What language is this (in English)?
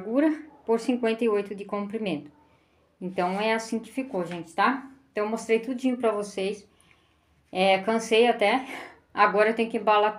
Portuguese